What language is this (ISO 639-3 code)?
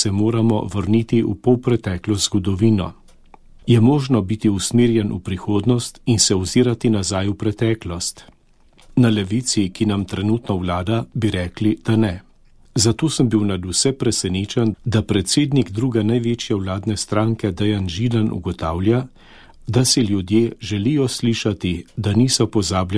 slv